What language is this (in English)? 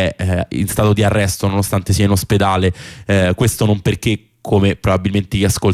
Italian